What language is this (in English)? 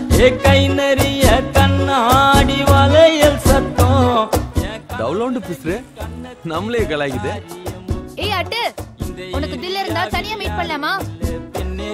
Tamil